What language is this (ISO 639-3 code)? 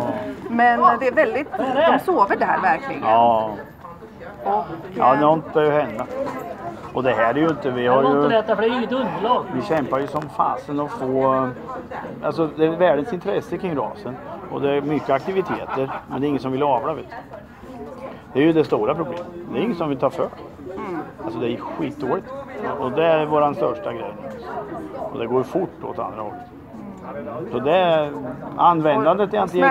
swe